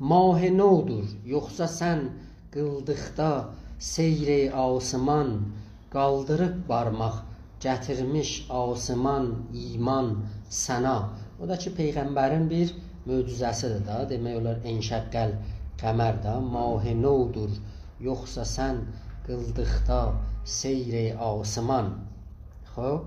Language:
South Azerbaijani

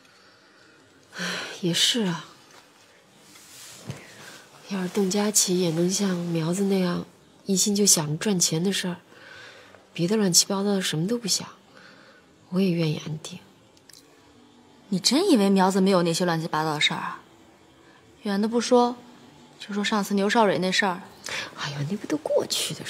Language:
Chinese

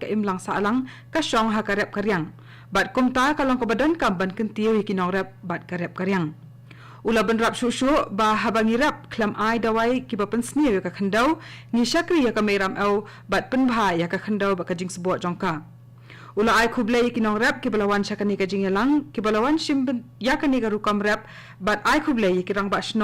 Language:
Khasi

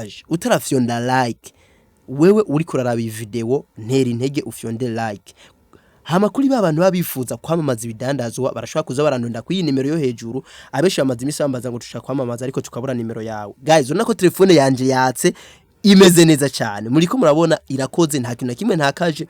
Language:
Rundi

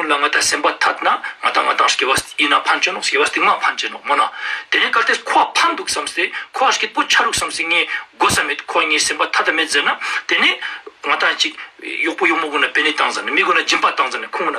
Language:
Ladakhi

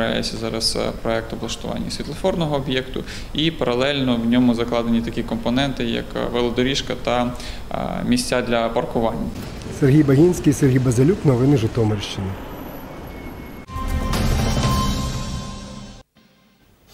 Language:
Ukrainian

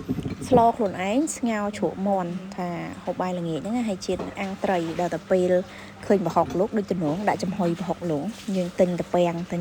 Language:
Khmer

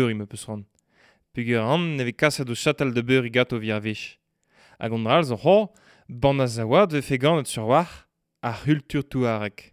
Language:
Breton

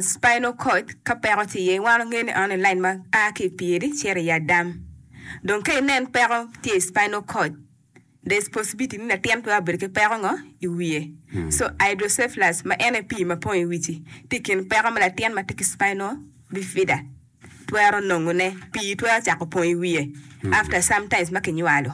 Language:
Acoli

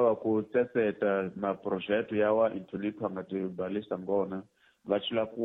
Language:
Tsonga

